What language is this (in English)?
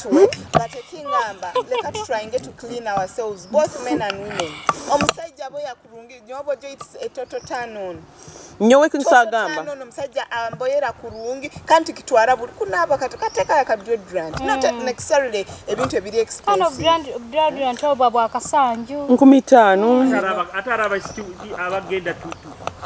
Nyoro